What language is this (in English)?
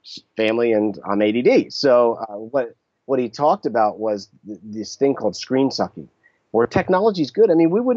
English